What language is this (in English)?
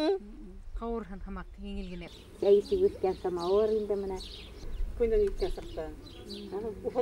Bashkir